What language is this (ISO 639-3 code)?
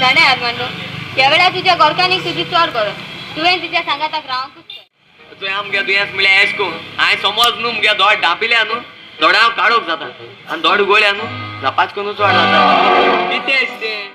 kok